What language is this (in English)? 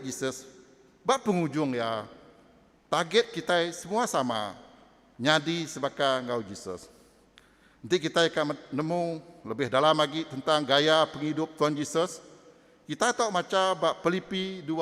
Iban